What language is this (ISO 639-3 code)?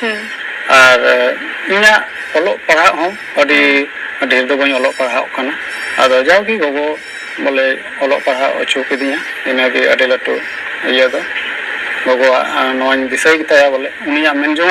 sat